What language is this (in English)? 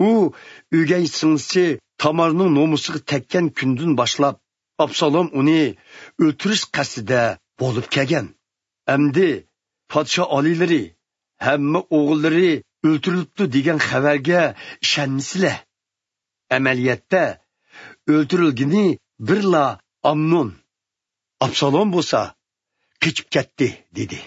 Uyghur